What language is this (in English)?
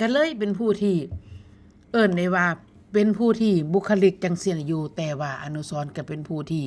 Northeastern Thai